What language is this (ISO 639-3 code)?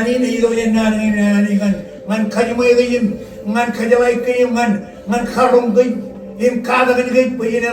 mah